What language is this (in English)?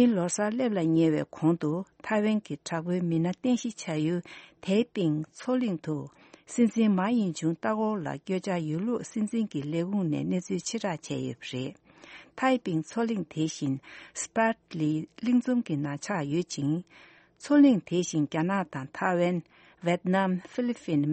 Tibetan